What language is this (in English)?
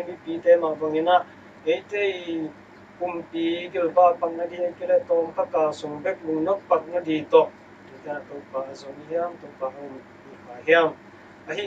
Tedim Chin